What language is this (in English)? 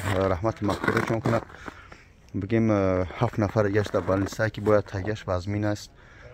Tajik